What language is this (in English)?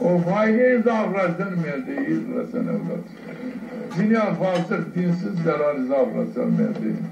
Zaza